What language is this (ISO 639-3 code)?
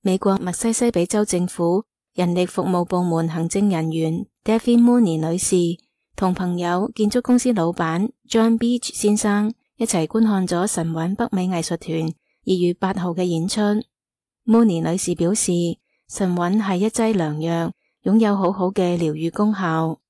yue